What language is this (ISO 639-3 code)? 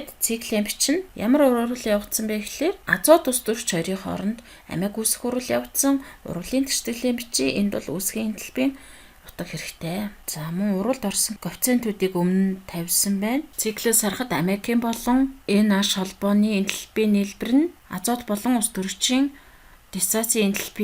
mon